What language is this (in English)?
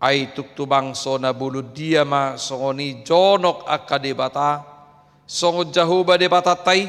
Batak Toba